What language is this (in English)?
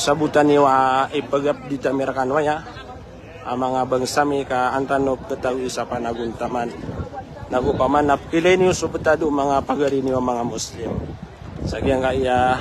Maranao